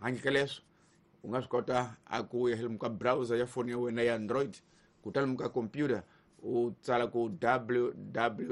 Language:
Tsonga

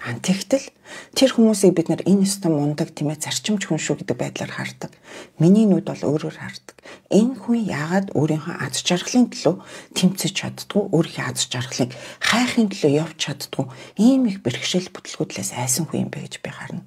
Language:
Mongolian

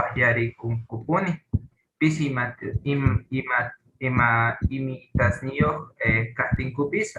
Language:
South Bolivian Quechua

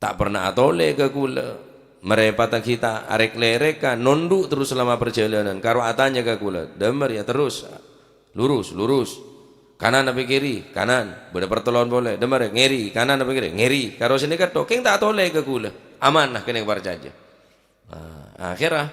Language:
Madurese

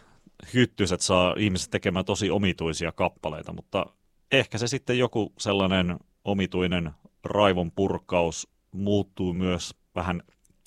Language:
Finnish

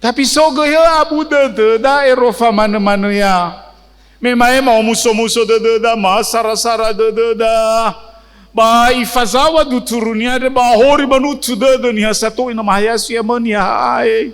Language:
Nias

